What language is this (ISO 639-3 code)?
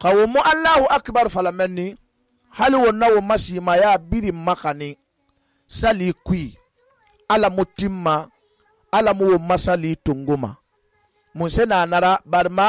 sus